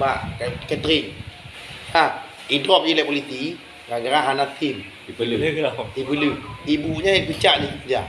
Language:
Achinese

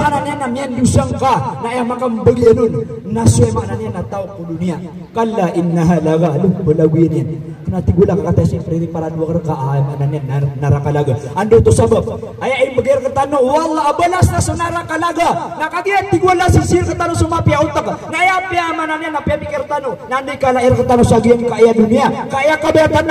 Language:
Maranao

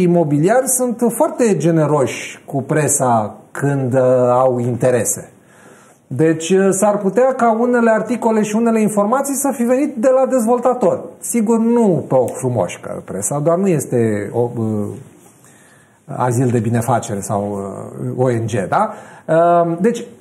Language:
Romanian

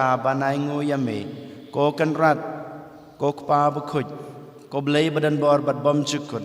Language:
Khasi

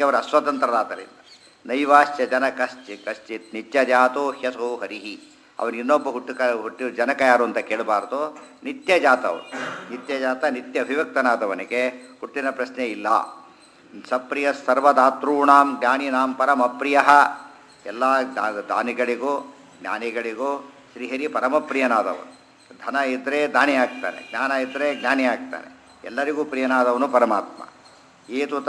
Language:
Kannada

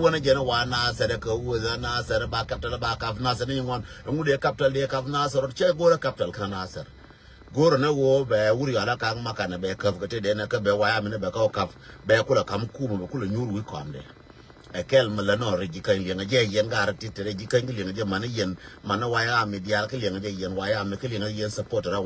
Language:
Nuer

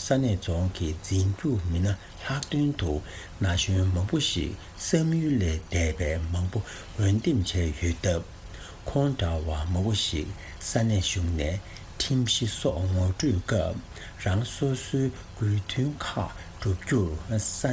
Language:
Tibetan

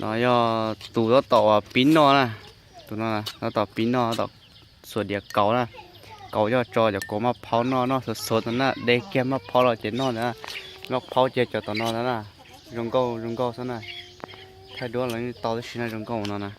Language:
Hmong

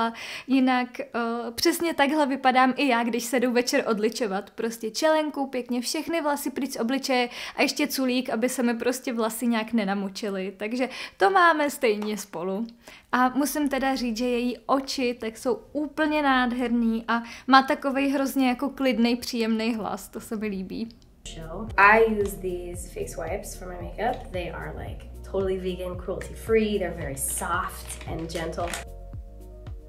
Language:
Czech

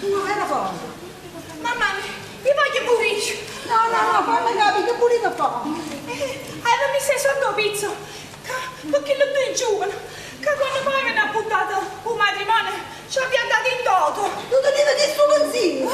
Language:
Neapolitan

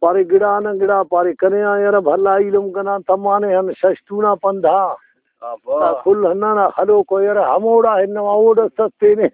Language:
Brahui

